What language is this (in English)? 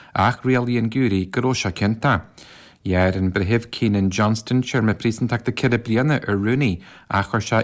Irish